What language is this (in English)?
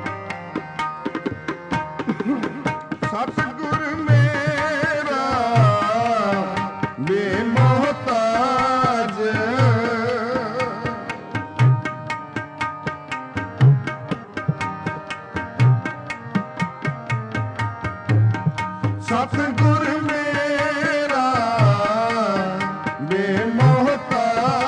Punjabi